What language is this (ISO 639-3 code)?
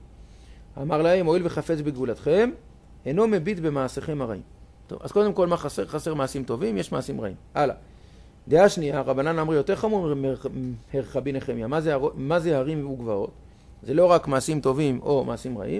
heb